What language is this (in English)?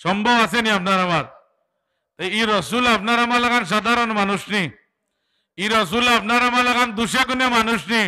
Sylheti